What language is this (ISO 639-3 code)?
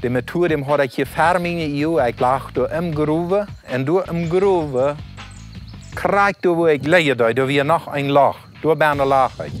pdt